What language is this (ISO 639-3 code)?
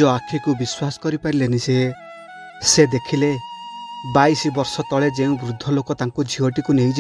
ori